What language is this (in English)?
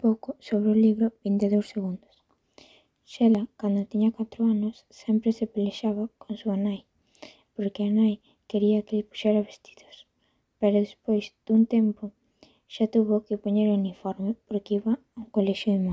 Galician